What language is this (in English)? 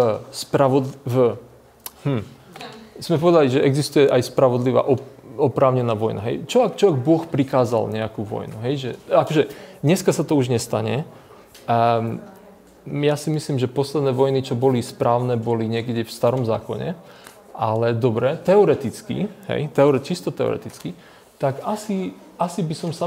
Slovak